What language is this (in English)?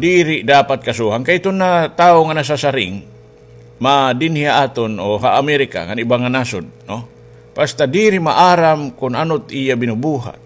Waray